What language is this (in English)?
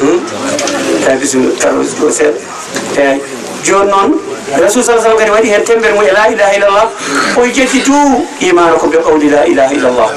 Fula